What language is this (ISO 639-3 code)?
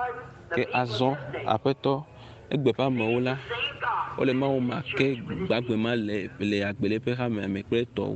ewe